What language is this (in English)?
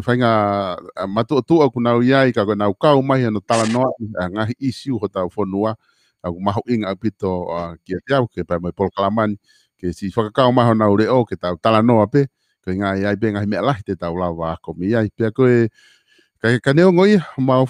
Tongan